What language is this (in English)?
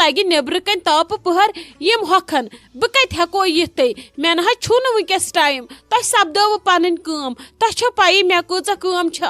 Kashmiri